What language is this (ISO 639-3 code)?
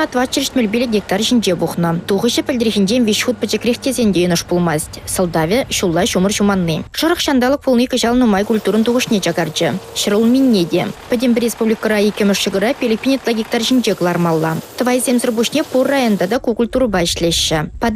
chv